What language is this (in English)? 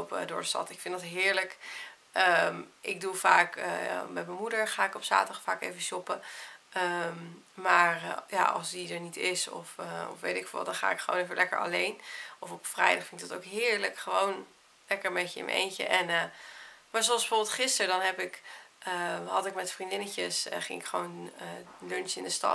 Dutch